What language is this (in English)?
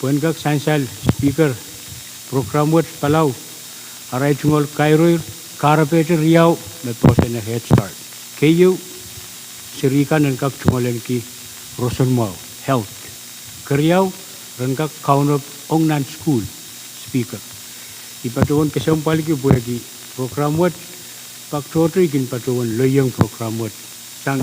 Pohnpeian